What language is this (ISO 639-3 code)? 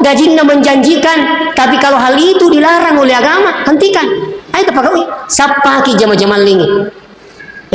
bug